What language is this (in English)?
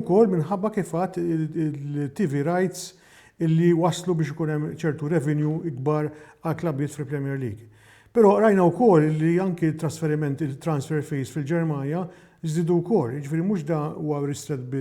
Maltese